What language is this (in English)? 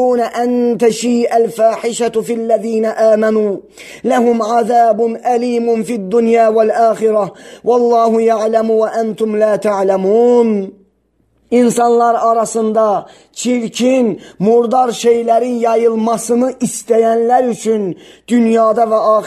Azerbaijani